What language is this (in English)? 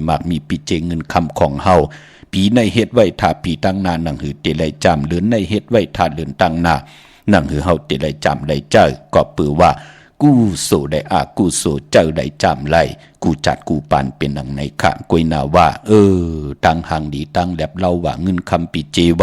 Shan